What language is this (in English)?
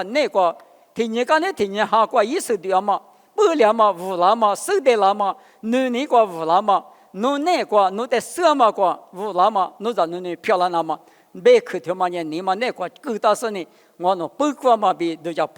Lisu